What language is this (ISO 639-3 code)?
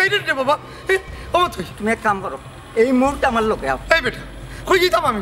syl